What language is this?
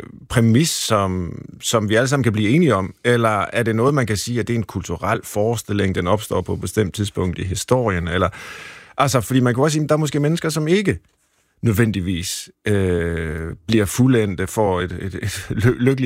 Danish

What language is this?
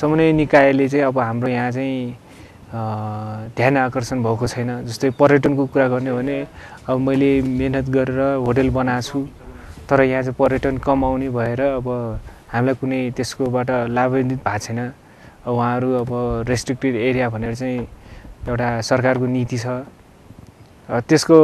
Nepali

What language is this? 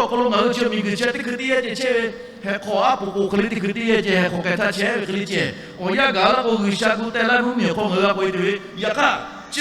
Lahu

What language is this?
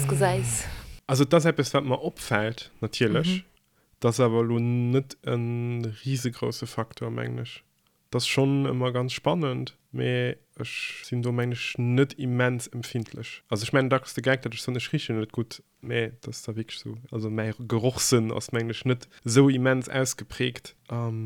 Luxembourgish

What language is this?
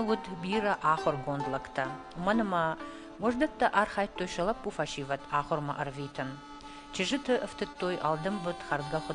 Ossetic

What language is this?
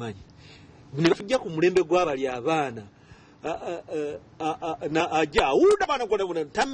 Ganda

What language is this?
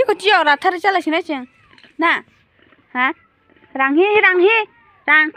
Kok Borok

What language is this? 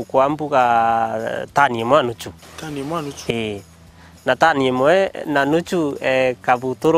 Meru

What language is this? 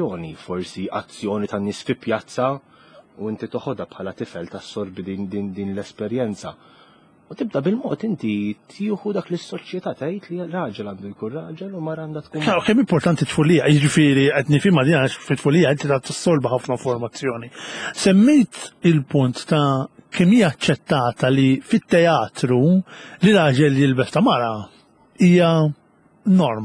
Maltese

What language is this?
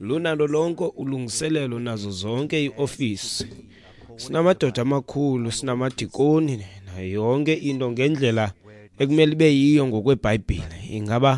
Xhosa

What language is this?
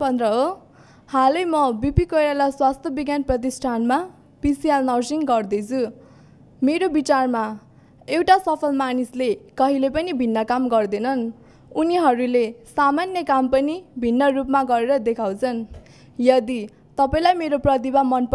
Nepali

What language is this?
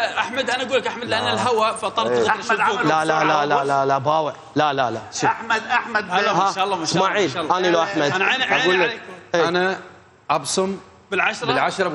Mesopotamian Arabic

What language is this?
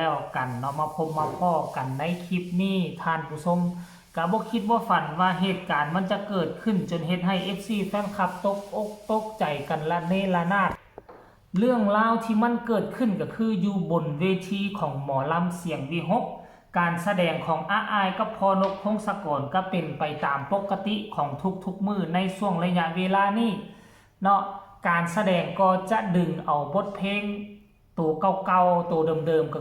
Northeastern Thai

